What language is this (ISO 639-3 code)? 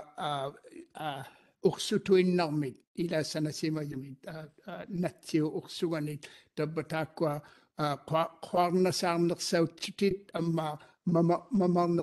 mri